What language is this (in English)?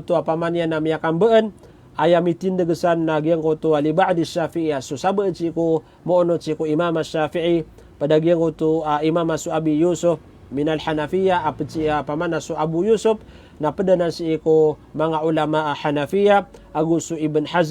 Maranao